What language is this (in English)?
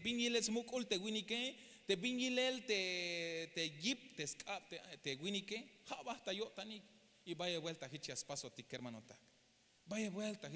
Tzeltal